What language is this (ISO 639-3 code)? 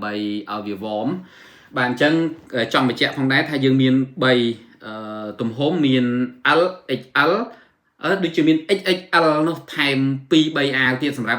khm